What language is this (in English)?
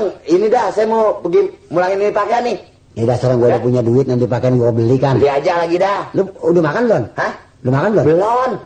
Betawi